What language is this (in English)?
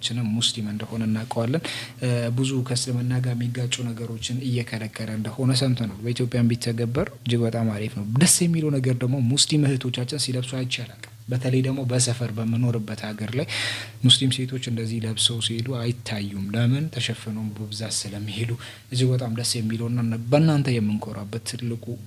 Amharic